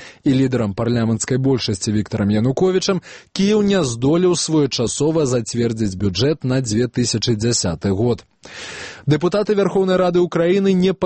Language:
Belarusian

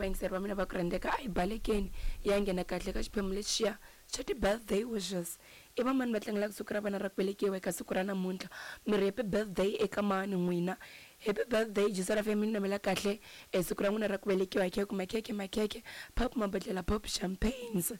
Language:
Tsonga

